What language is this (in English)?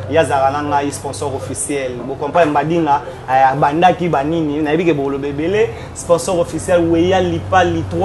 Lingala